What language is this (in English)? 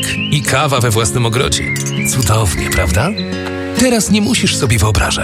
Polish